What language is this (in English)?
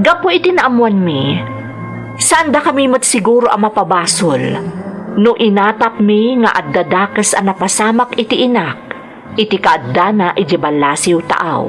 Iloko